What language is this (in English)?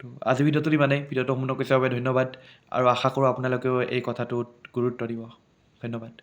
Assamese